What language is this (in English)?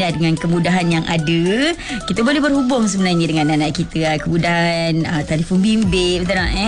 Malay